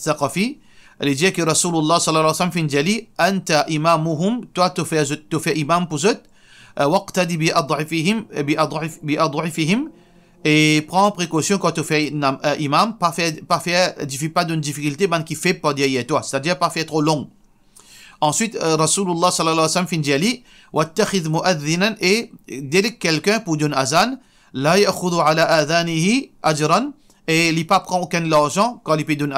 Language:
Morisyen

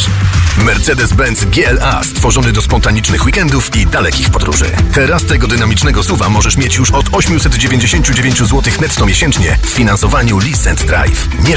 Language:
Polish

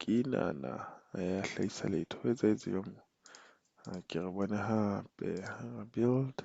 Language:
Southern Sotho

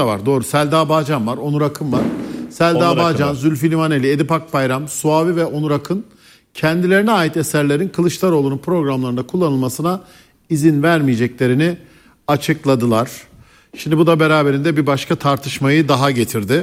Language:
Turkish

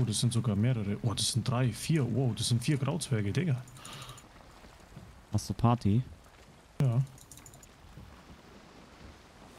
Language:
German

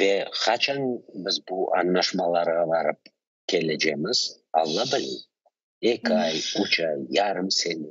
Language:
Crimean Tatar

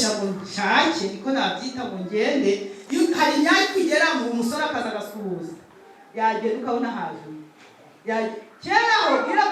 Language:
Kinyarwanda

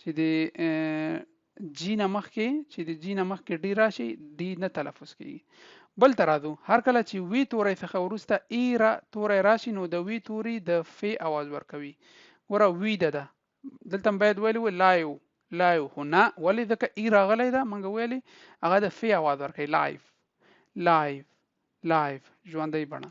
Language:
Pashto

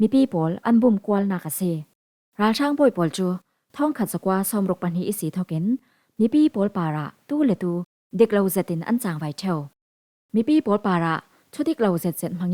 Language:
Falam Chin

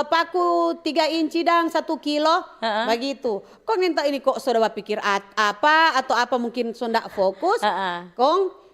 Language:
Manado Malay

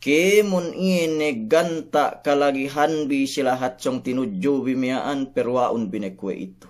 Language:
Yakan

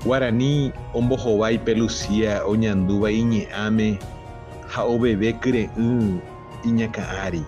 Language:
Guarani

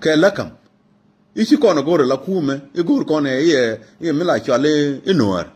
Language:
Nuer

